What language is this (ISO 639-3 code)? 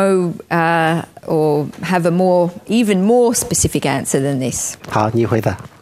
zho